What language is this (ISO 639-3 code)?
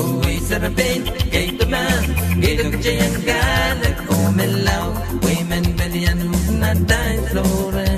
pon